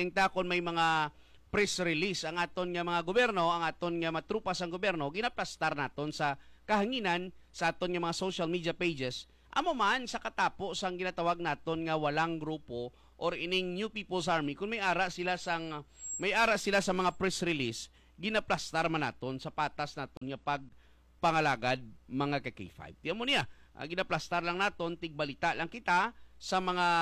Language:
Hiligaynon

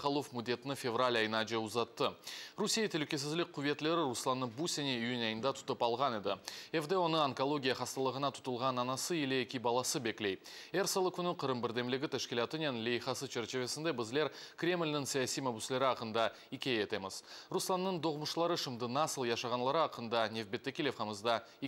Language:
Crimean Tatar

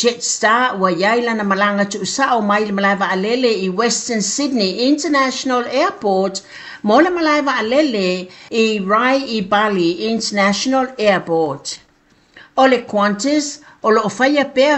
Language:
Samoan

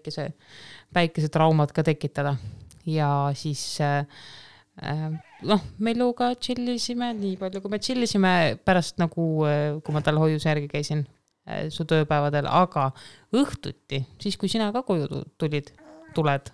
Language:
Estonian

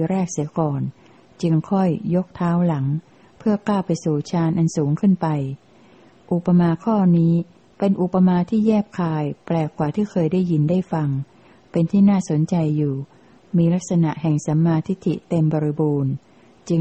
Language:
Thai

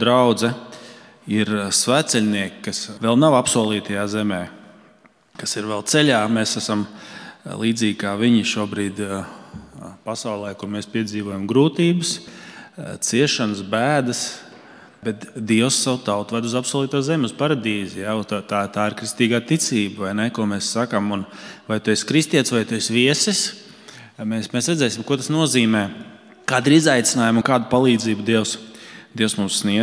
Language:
Latvian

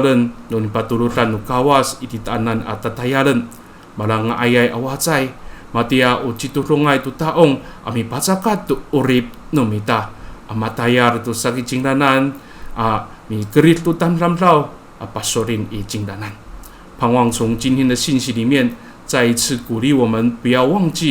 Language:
Amis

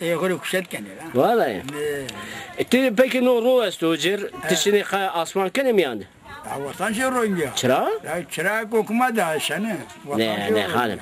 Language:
Zaza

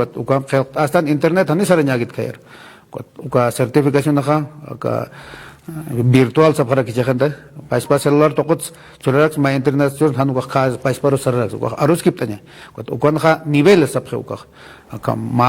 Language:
Aymara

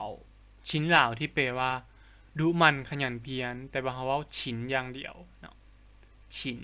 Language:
Lao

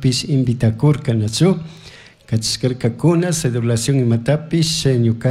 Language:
Chimborazo Highland Quichua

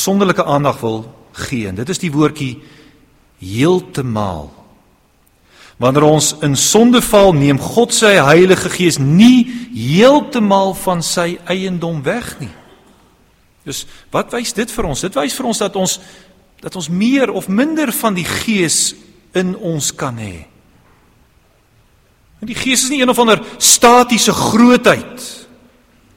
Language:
Afrikaans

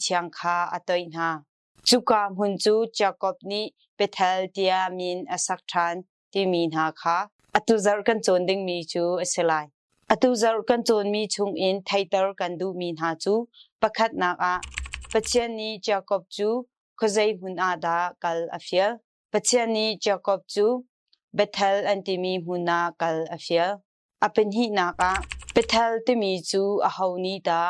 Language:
Hakha Chin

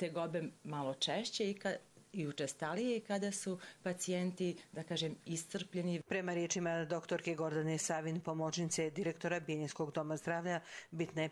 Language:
Croatian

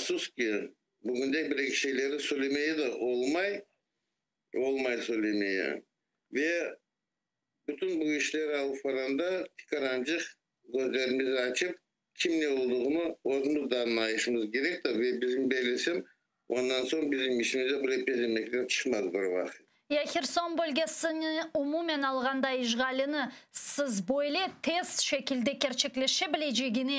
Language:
Crimean Tatar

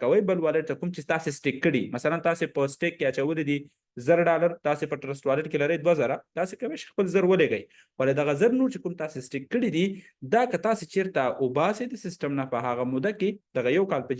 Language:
Pashto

